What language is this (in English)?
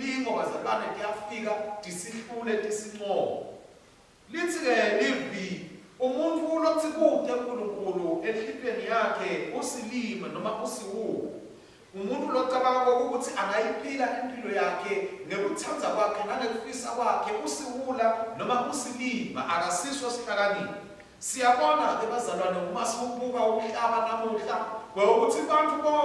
Swati